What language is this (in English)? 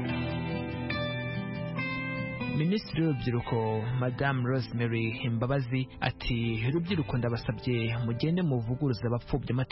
Kinyarwanda